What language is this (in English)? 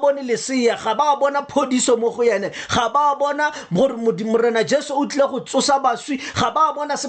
Tswana